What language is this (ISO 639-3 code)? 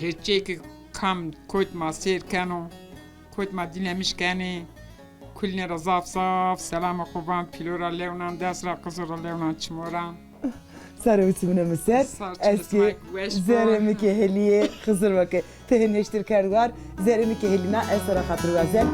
zza